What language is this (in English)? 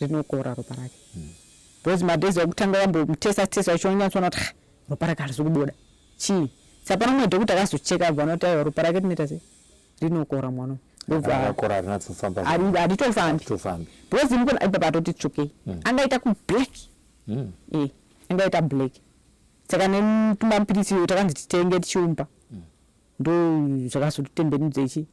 Shona